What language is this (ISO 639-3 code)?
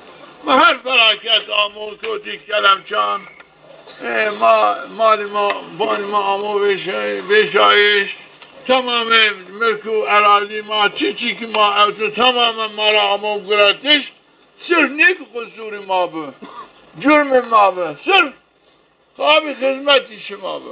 zza